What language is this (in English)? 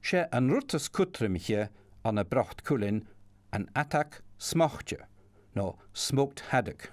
Scottish Gaelic